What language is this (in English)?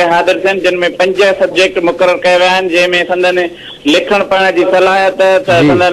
Sindhi